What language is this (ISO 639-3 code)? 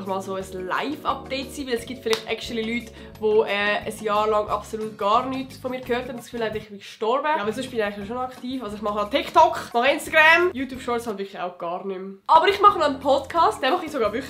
gsw